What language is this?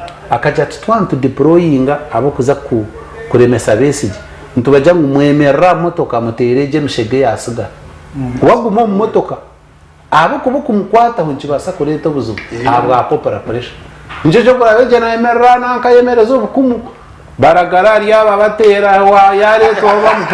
Nyankole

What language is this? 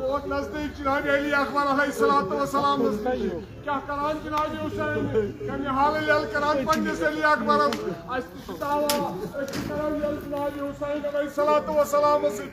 Kashmiri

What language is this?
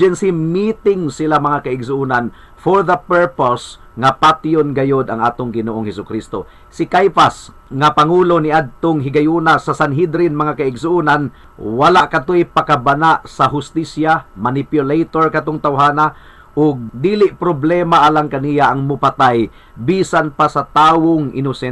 Cebuano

